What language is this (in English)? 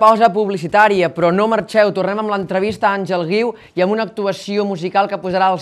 Catalan